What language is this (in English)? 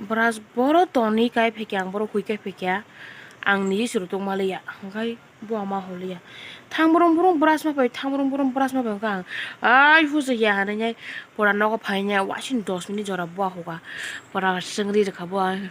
Kok Borok